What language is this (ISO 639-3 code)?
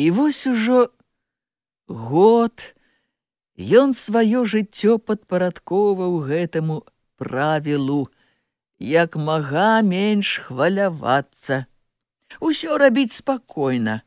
bel